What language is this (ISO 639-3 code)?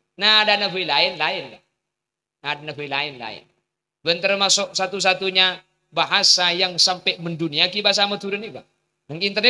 mad